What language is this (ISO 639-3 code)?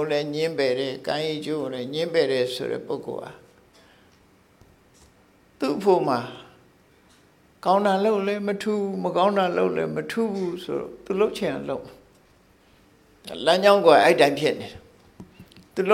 mya